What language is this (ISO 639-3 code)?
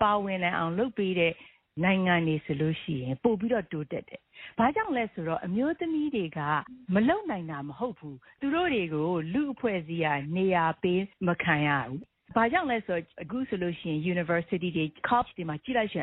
mya